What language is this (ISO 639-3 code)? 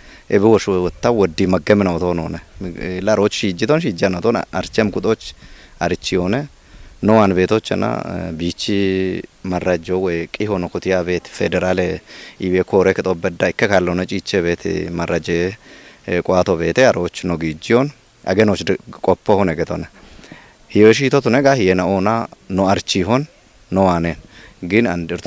kbr